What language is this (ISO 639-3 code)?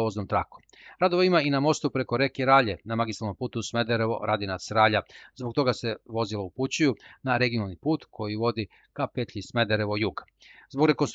srp